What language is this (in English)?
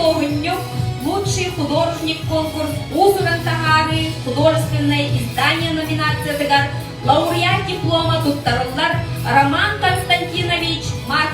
Yakut